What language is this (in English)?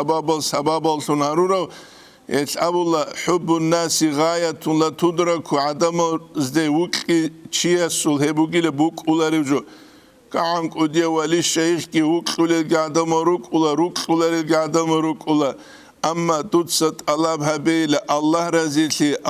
Avaric